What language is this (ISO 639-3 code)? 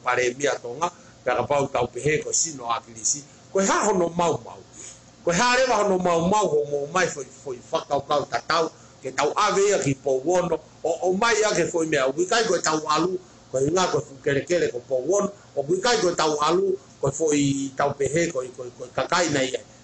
ton